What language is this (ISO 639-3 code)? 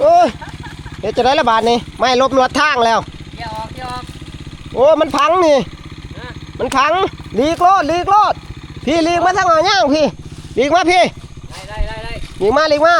tts